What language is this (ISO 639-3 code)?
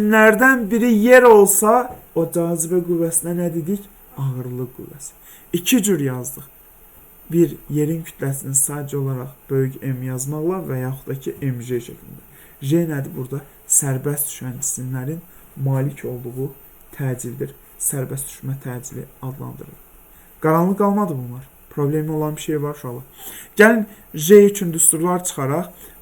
aze